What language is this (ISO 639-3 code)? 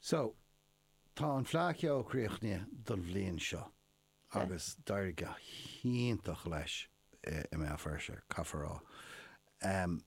gle